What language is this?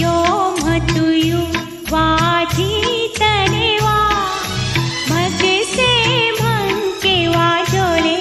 Newari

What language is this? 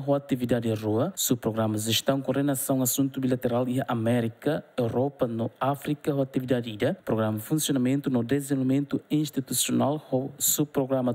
Tetum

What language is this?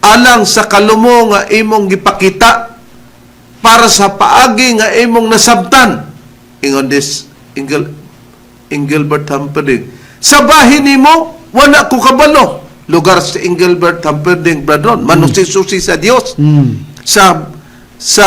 Cebuano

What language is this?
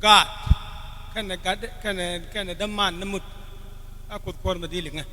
Nuer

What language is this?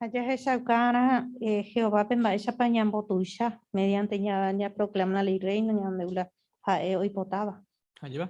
Guarani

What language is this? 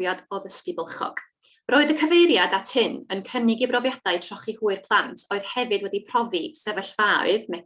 Welsh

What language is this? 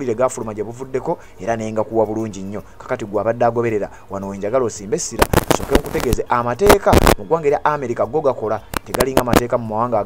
Ganda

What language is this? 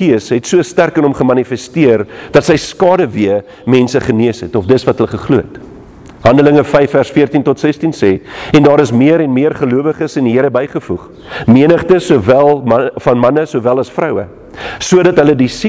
Afrikaans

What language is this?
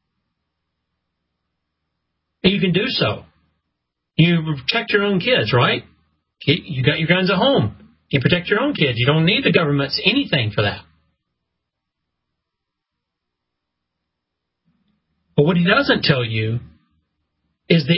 English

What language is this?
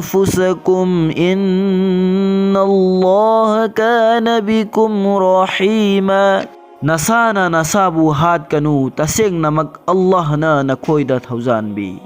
Manipuri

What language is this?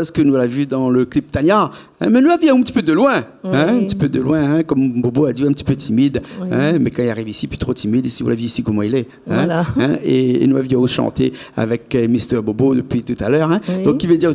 Réunion Creole French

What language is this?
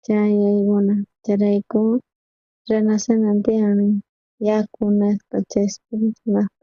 South Bolivian Quechua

